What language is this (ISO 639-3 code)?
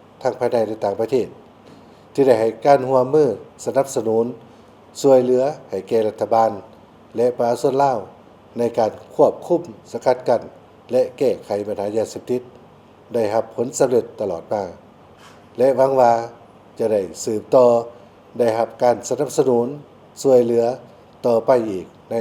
lao